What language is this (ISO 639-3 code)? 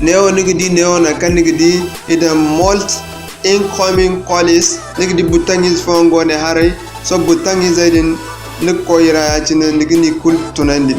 dje